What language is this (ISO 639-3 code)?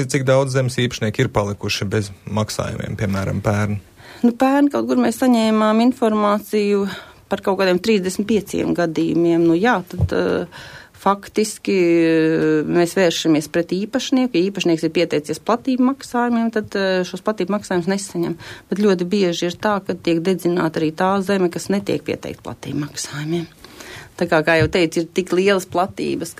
lav